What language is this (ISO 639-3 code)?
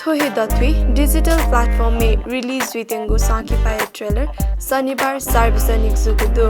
new